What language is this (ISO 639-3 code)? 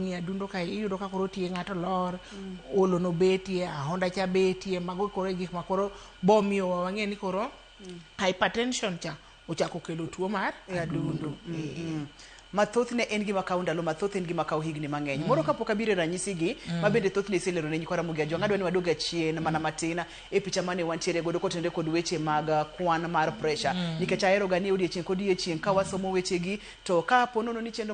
luo